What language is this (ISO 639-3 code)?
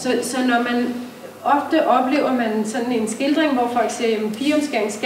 dan